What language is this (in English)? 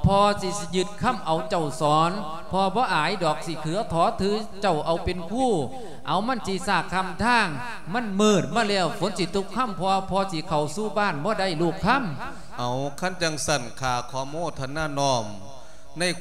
Lao